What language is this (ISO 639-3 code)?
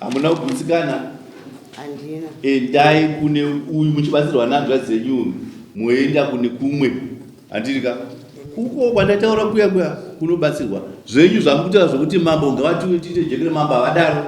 sna